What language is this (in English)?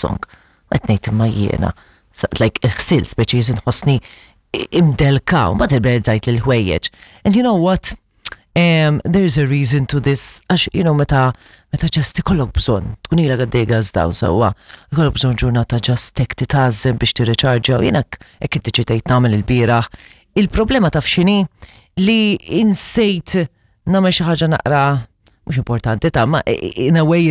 Maltese